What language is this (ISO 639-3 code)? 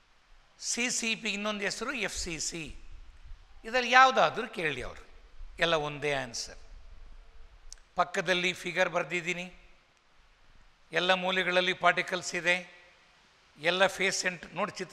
kan